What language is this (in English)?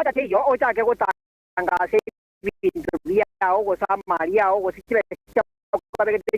Gusii